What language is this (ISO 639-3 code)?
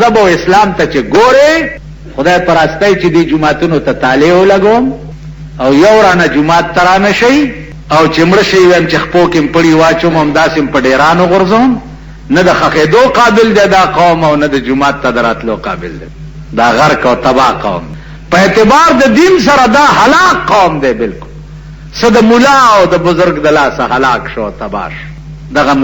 pus